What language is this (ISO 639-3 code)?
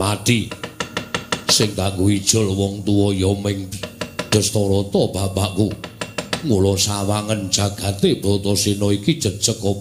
jav